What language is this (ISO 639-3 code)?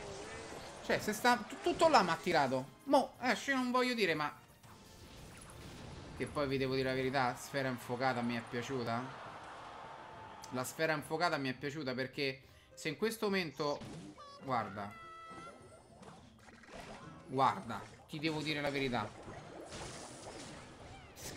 ita